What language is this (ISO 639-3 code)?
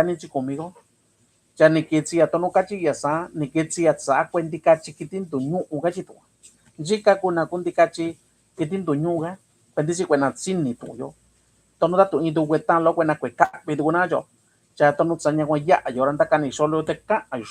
mix